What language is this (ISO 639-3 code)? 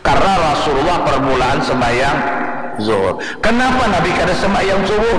bjn